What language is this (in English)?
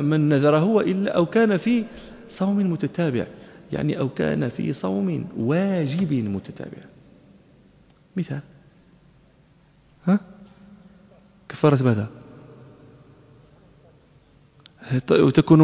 Arabic